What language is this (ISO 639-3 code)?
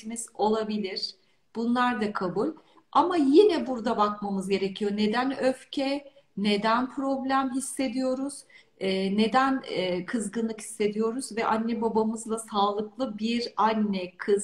tur